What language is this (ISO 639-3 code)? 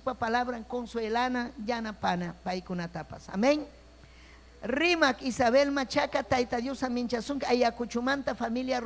quy